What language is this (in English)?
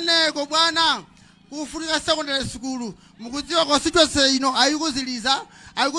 Nyanja